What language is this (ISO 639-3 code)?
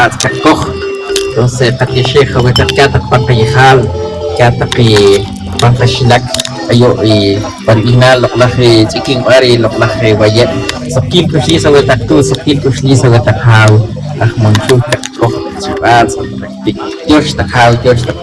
poh